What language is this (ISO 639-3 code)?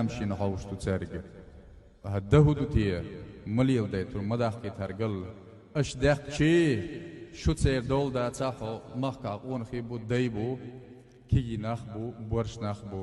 che